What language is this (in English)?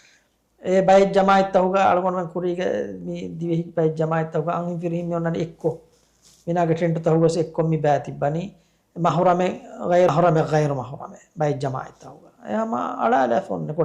Divehi